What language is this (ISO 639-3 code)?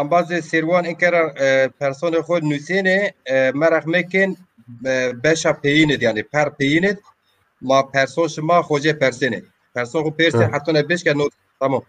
zza